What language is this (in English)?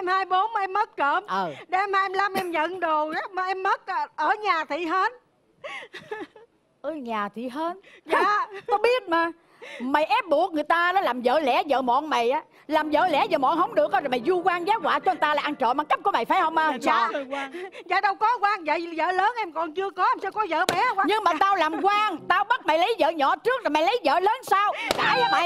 Vietnamese